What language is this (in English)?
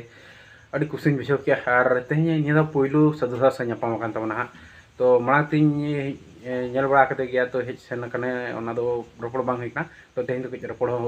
Santali